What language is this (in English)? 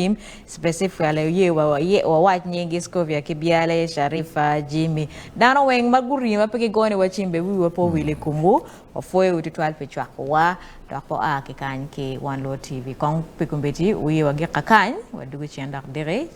Acoli